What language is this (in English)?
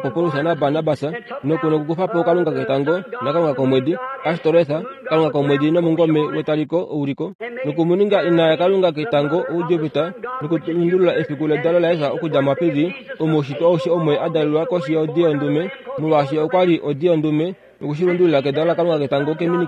Kuanyama